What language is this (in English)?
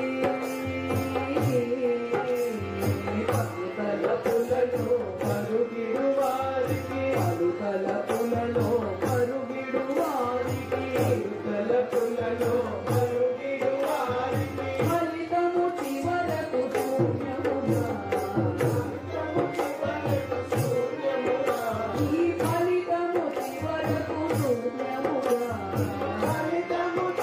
Telugu